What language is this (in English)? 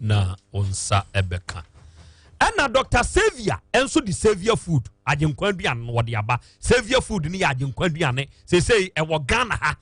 Akan